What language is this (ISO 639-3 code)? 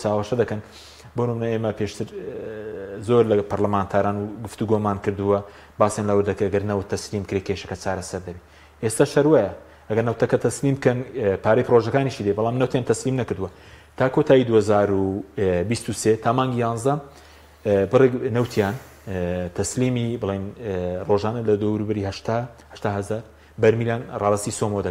ckb